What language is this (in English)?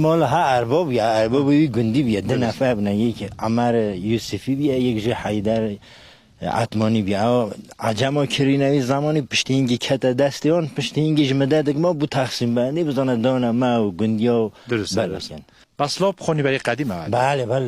Kurdish